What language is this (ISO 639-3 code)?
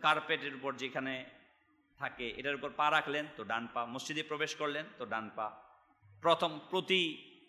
ben